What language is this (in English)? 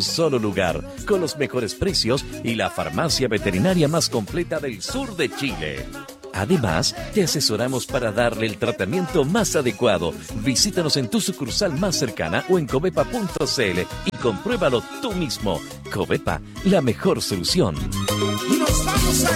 Spanish